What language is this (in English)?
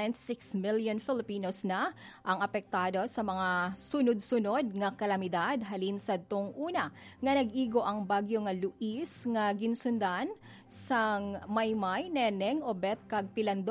Hiligaynon